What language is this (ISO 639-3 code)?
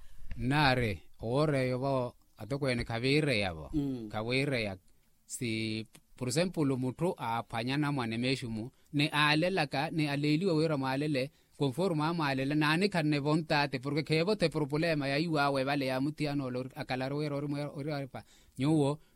vmw